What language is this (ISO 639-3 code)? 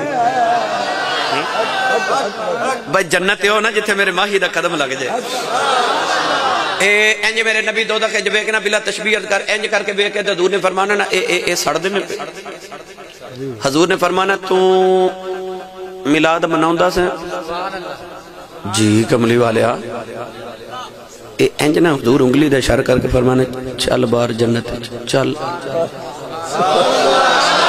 lah